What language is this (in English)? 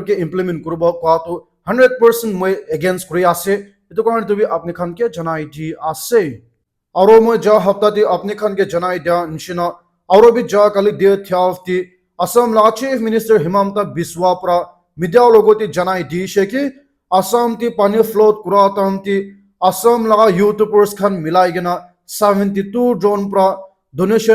Naga Pidgin